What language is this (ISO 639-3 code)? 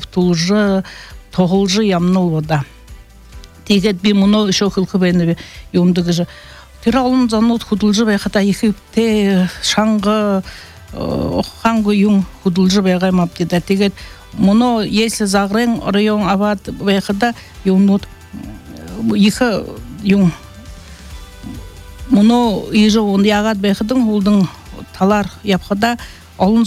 bua